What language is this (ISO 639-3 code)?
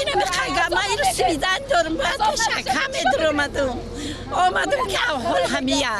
tgk